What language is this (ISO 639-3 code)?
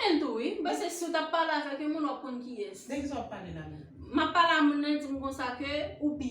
hat